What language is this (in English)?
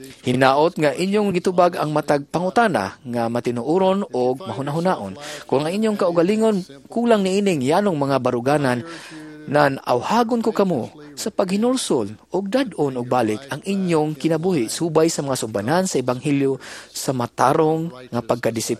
Cebuano